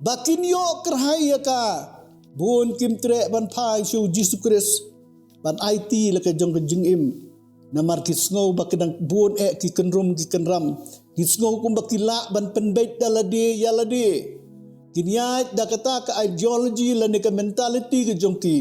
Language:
Khasi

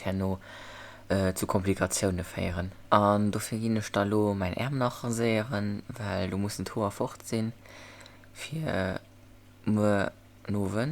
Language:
Luxembourgish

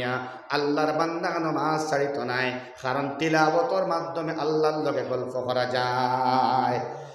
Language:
Sylheti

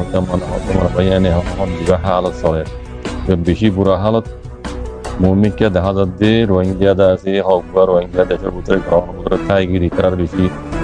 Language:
Rohingya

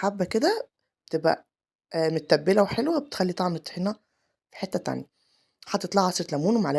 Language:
Egyptian Arabic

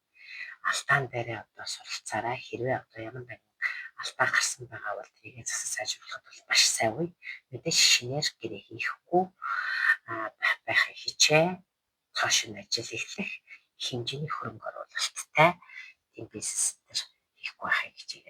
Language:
Mongolian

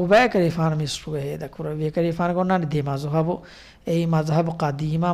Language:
Divehi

